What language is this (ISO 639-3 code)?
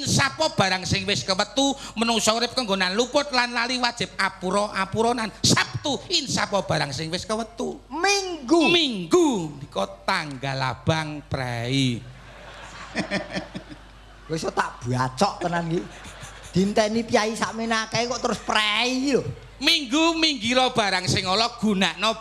jav